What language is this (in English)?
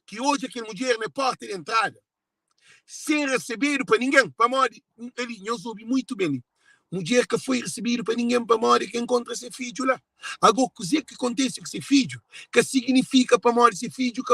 Kabuverdianu